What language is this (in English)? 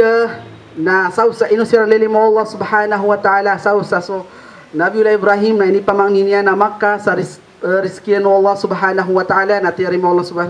Maranao